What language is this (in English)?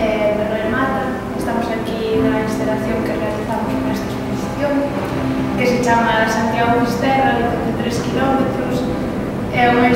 Galician